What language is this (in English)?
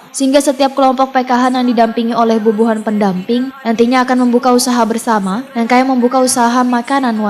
Banjar